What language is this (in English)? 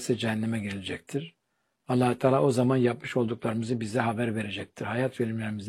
Turkish